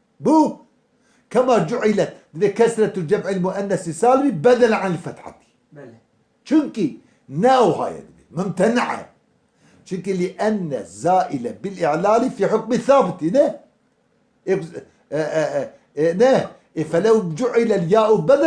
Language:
Kurdish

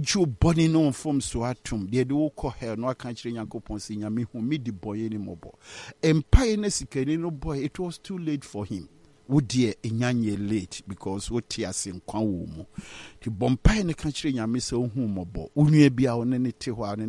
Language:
Akan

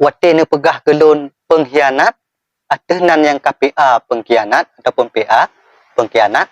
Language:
Achinese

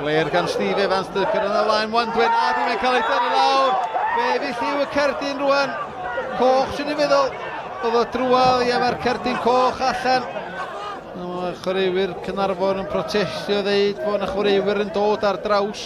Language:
Welsh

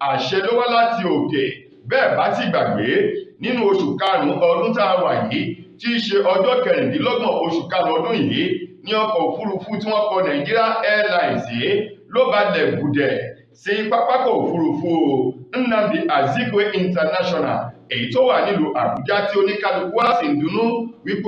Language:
Yoruba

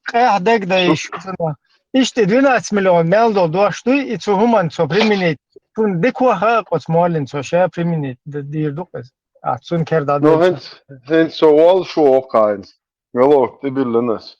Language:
Chechen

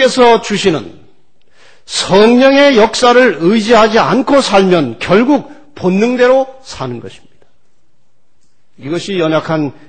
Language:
Korean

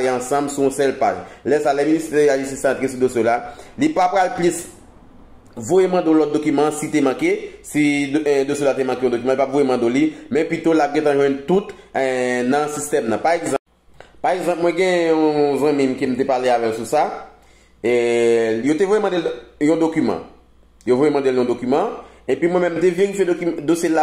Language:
Haitian Creole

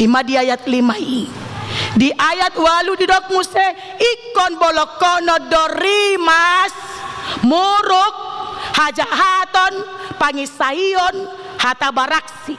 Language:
Batak Toba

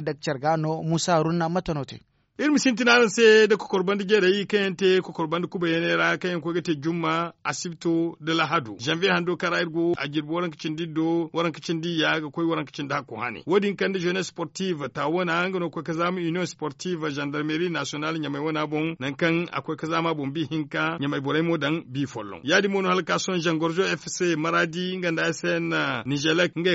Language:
Zarma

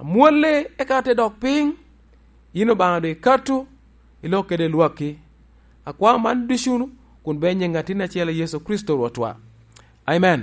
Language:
Lango (Uganda)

